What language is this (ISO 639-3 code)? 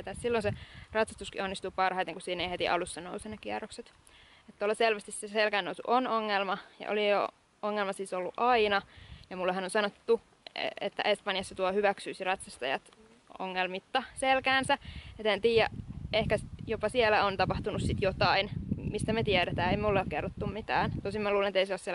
fin